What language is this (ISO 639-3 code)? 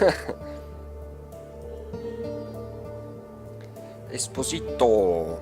gsw